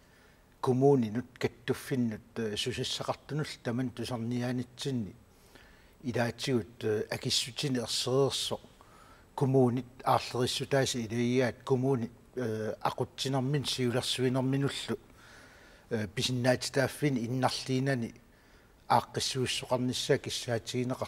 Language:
Kalaallisut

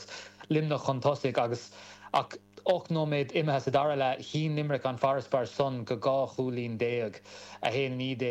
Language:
Irish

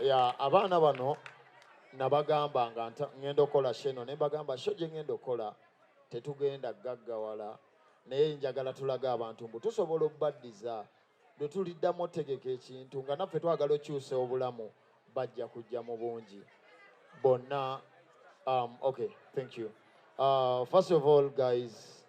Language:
Ganda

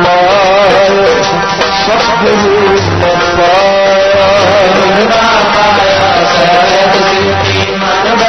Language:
Punjabi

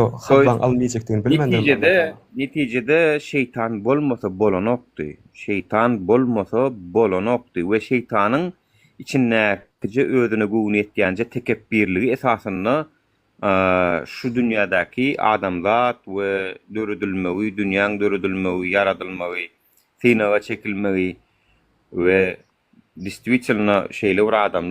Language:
Turkmen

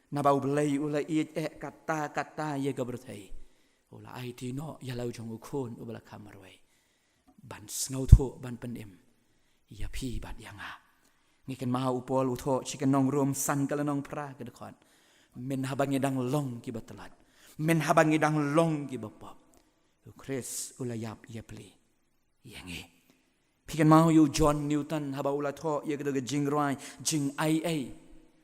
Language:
Khasi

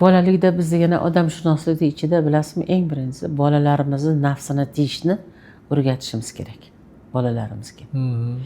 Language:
Uzbek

